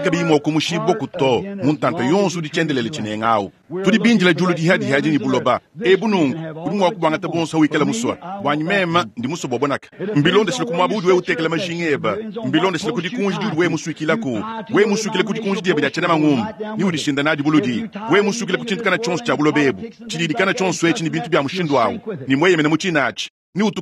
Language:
Luba-Lulua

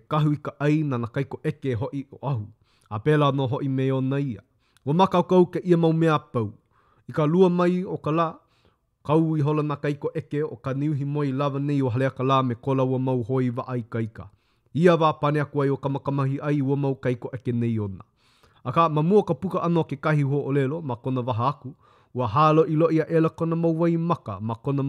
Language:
Hawaiian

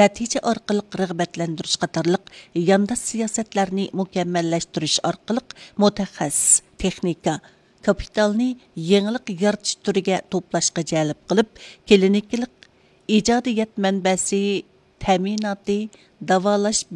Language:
Uyghur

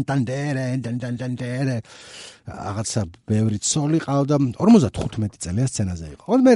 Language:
Georgian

